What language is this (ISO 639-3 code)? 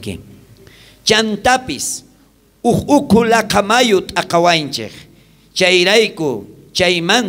quh